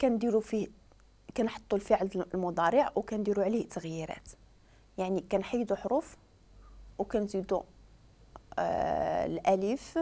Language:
Moroccan Arabic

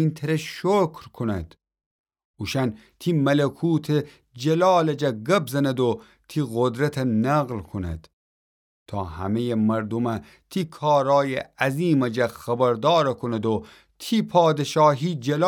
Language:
Gilaki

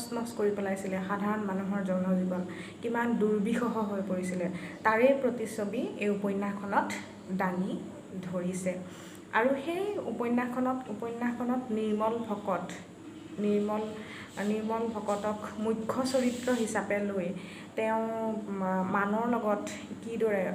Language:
Assamese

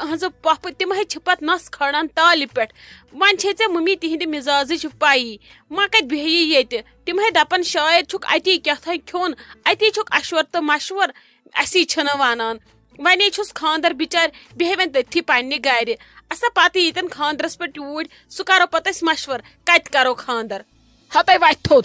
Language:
Kashmiri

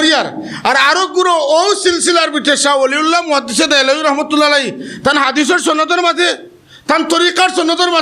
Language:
Sylheti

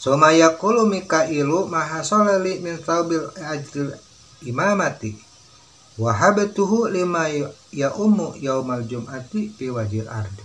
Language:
Sundanese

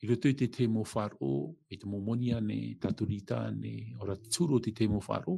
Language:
Tahitian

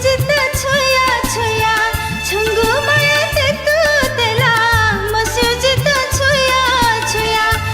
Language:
Newari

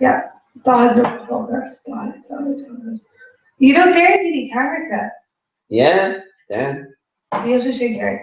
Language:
Irish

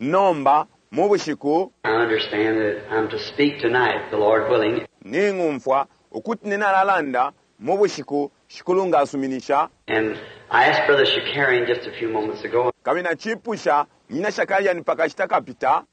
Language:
Bemba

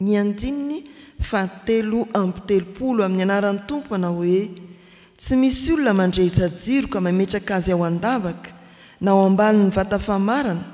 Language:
Malagasy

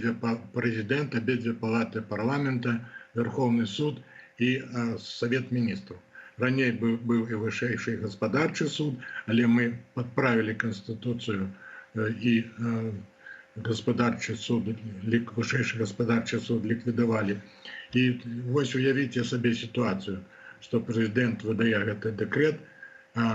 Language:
Belarusian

